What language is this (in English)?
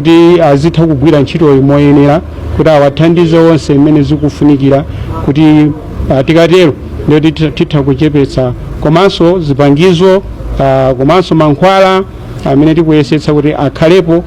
Nyanja